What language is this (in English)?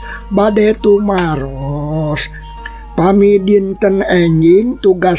Sundanese